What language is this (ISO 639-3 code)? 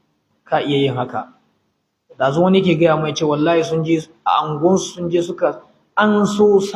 hau